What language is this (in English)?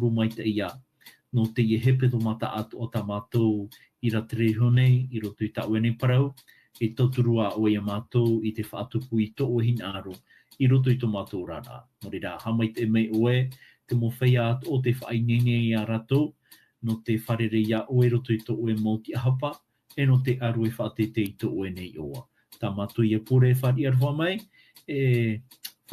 Tahitian